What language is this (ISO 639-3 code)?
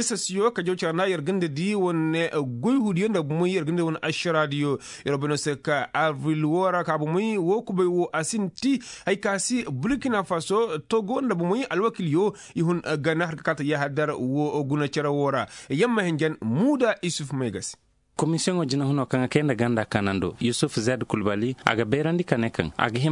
ses